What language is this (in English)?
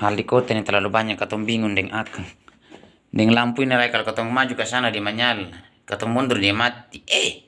Ambonese Malay